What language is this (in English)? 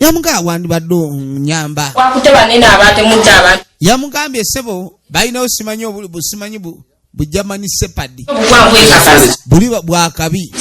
Ganda